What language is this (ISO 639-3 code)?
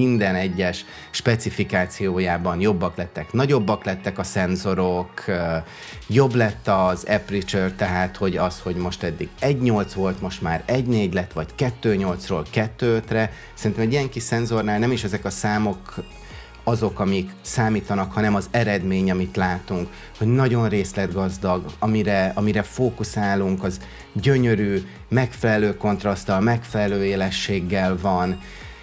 hun